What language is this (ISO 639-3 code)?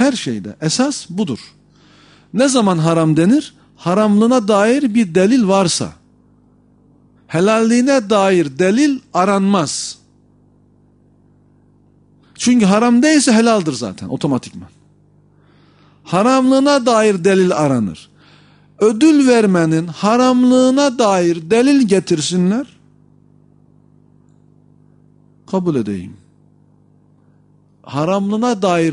tur